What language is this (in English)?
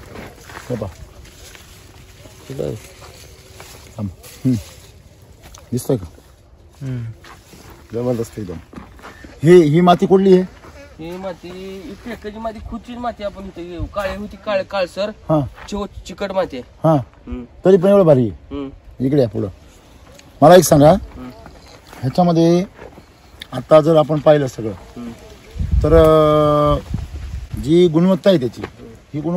Marathi